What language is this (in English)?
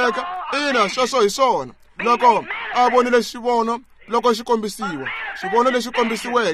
Tsonga